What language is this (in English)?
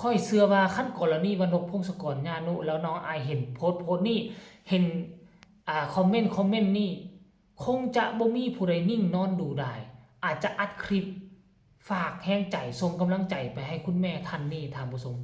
Lao